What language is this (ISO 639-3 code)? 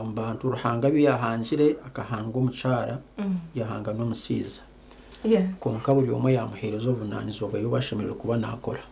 nyn